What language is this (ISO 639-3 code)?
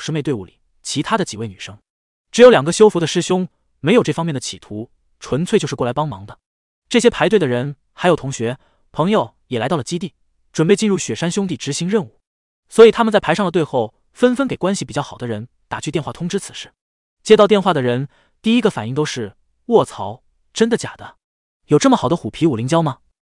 zho